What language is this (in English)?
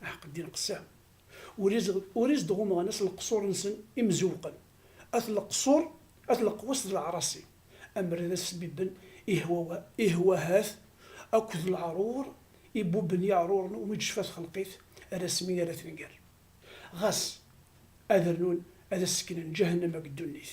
Kabyle